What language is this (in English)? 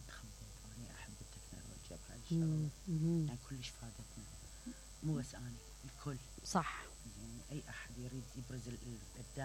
Mesopotamian Arabic